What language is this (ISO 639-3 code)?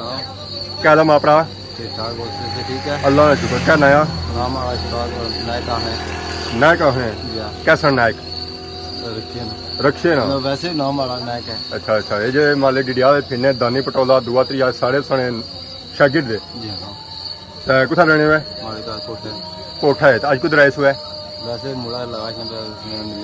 phr